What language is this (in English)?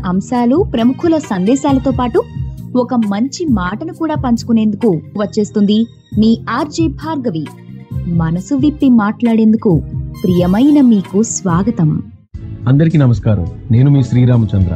Telugu